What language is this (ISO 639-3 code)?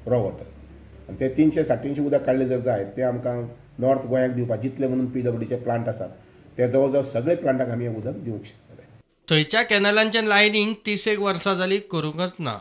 kok